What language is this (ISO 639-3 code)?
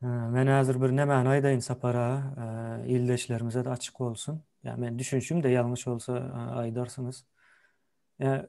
tuk